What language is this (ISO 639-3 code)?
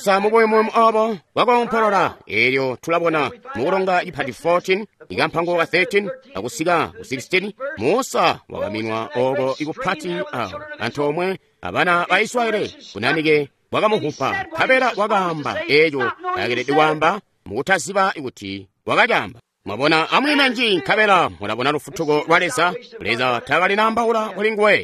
toi